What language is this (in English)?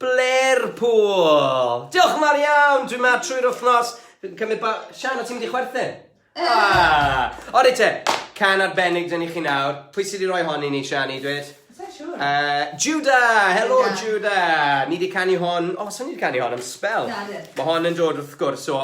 Welsh